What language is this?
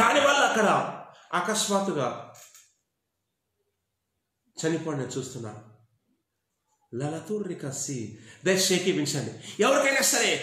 Telugu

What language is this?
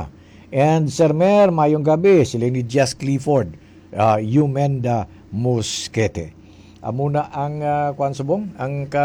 Hiligaynon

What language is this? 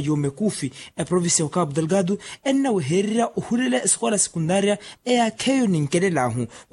Makhuwa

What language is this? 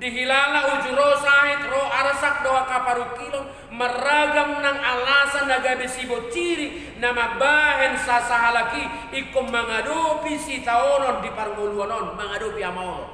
Batak Toba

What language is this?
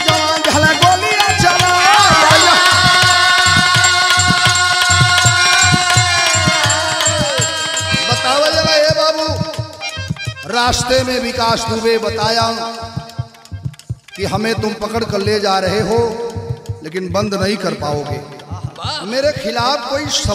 Bhojpuri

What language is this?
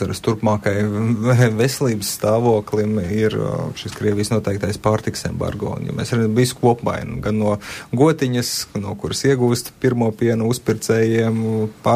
Latvian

